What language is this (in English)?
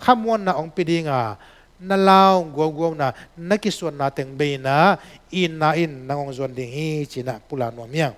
Tedim Chin